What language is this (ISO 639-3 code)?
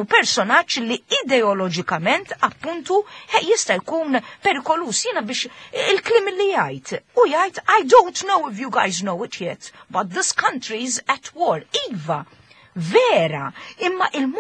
mlt